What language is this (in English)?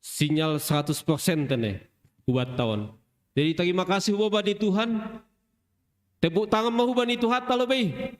Batak Simalungun